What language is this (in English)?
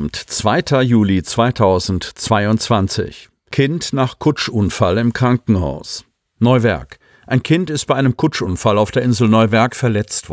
German